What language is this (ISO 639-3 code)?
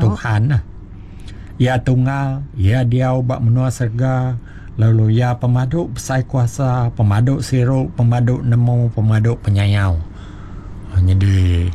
iba